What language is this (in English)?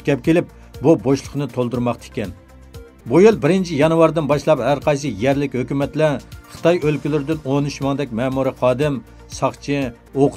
Uyghur